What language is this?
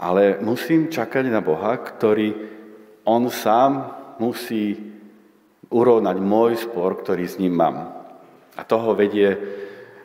Slovak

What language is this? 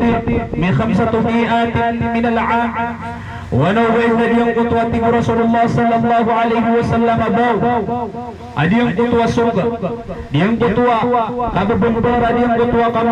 Maranao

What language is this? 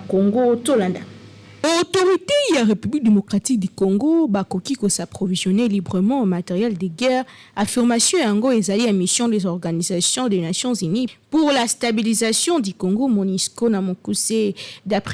Lingala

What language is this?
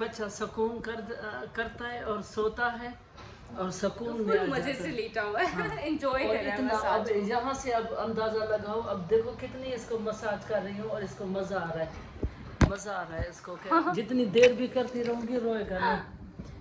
Hindi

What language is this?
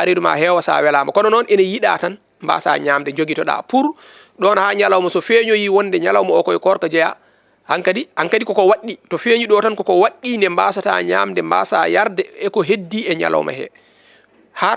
Fula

